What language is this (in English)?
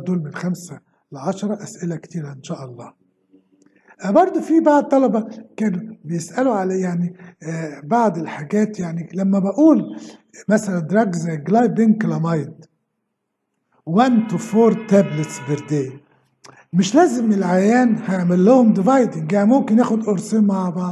Egyptian Arabic